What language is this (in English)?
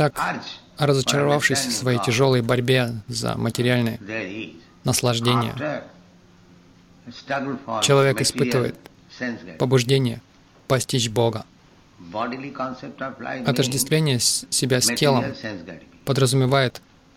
Russian